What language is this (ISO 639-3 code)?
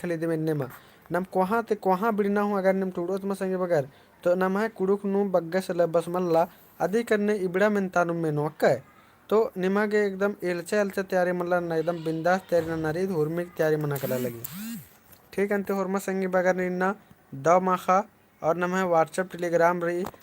kru